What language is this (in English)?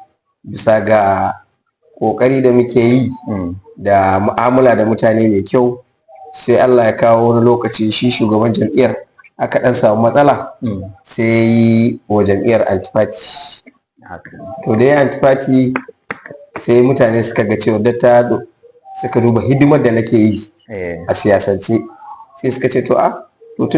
Hausa